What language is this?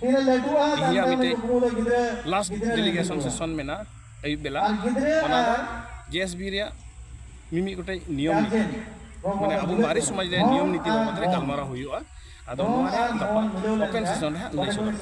Santali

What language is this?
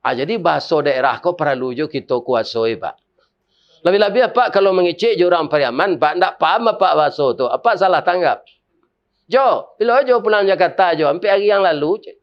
Minangkabau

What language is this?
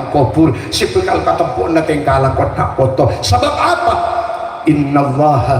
Madurese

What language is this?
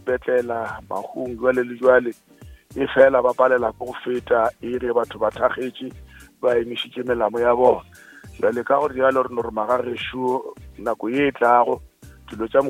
Northern Sotho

